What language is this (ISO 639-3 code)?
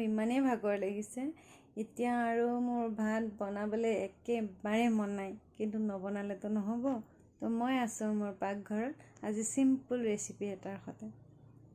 asm